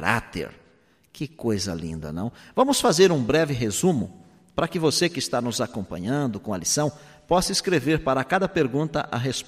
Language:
Portuguese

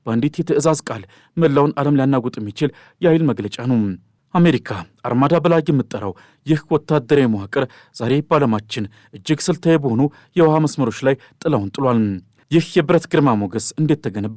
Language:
Amharic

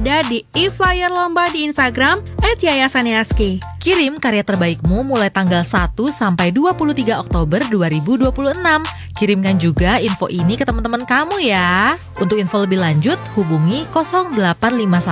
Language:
Indonesian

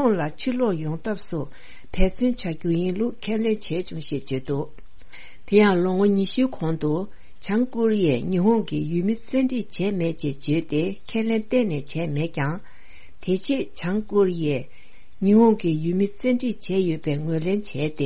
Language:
Tibetan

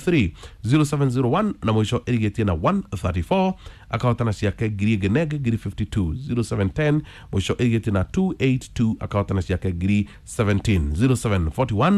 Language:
Kikuyu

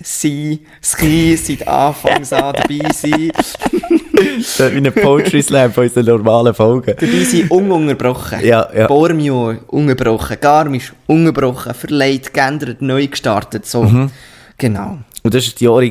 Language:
Swiss German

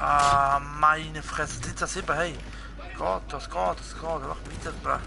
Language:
Swiss German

